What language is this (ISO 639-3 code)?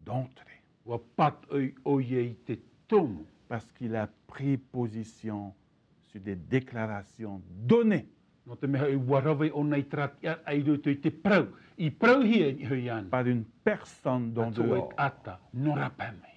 tah